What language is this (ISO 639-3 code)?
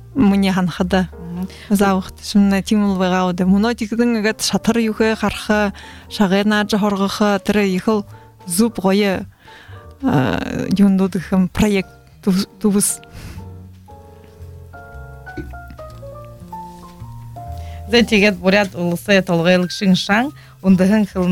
bua